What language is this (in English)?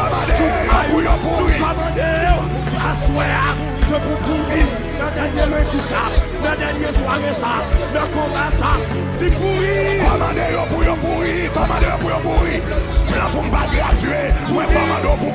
Haitian Creole